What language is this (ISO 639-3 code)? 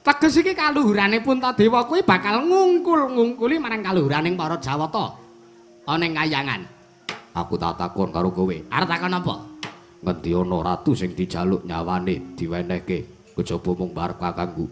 jav